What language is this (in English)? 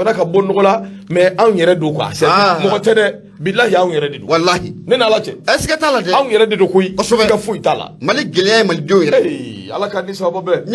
Bambara